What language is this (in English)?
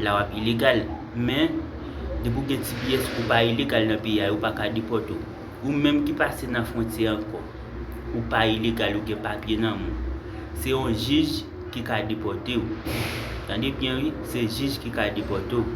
Haitian Creole